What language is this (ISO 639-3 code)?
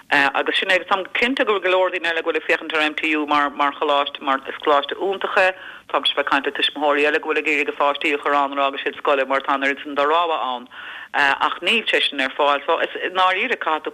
gle